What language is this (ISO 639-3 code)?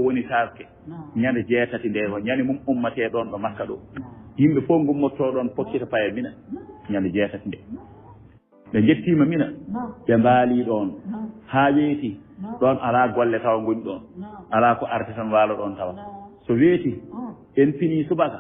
ful